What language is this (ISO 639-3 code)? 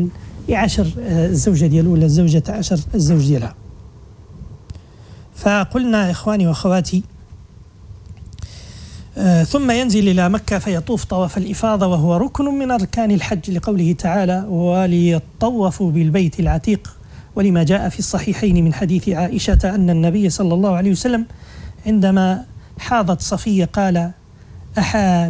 ary